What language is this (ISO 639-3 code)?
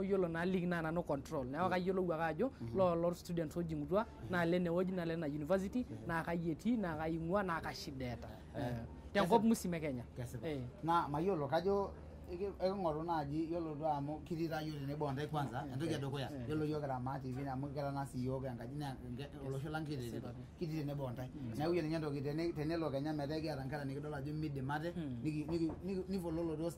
mas